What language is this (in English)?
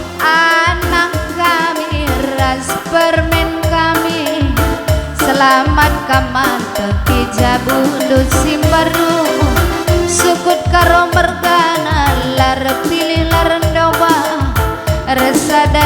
Batak Karo